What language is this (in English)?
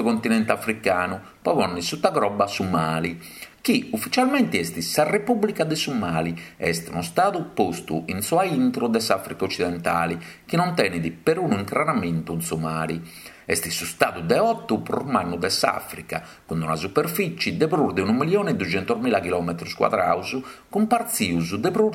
Sardinian